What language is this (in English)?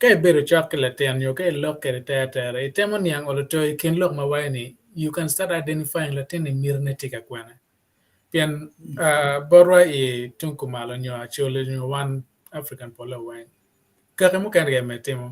Acoli